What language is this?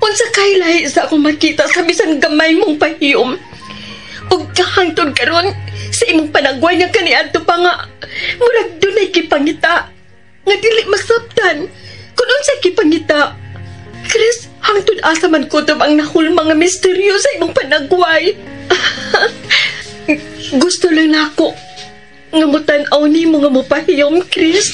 Cebuano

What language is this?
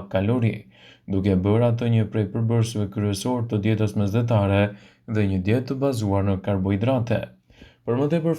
Albanian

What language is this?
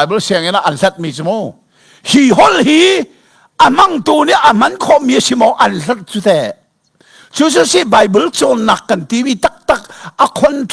Hakha Chin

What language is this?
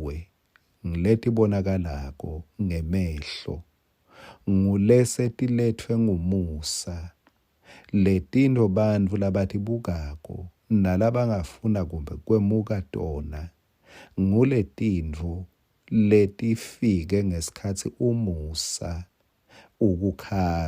Swati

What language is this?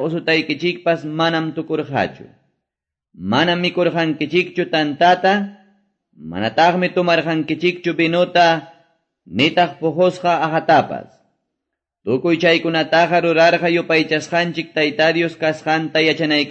Quechua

